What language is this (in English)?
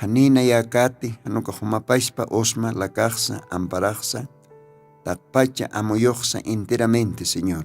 Aymara